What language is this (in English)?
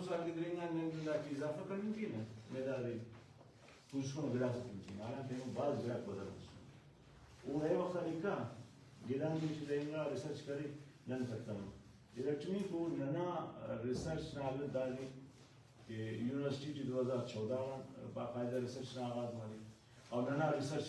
Brahui